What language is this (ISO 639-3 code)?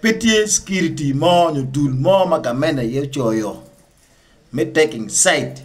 ach